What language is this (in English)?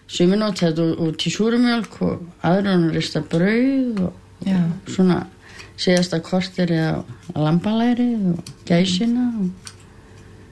Icelandic